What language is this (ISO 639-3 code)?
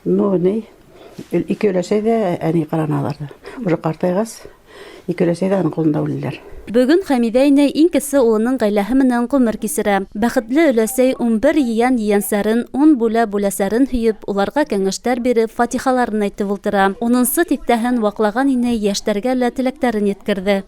bak